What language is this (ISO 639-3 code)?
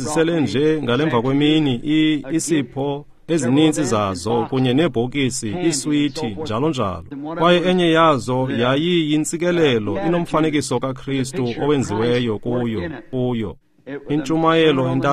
xho